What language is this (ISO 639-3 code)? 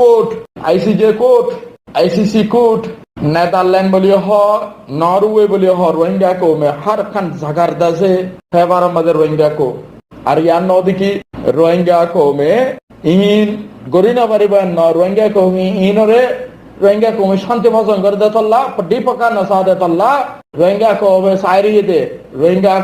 rhg